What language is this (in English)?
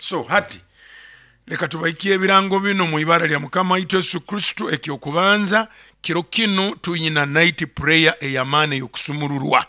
Nyoro